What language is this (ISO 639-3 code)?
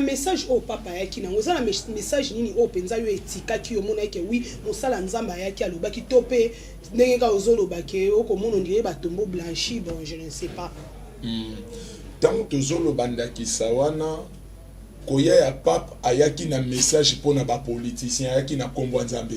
lin